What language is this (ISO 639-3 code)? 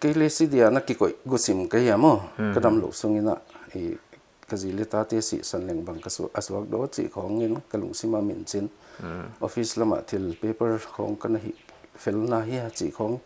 pck